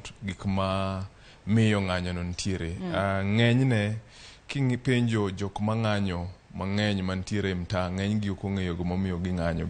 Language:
Luo (Kenya and Tanzania)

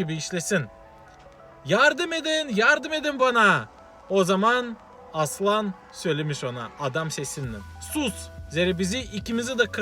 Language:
Gagauz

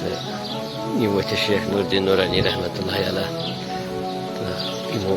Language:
Kashmiri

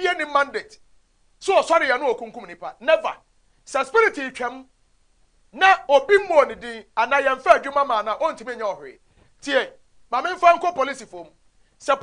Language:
Akan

